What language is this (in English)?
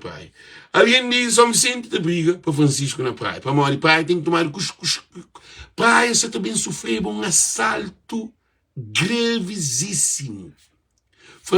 Kabuverdianu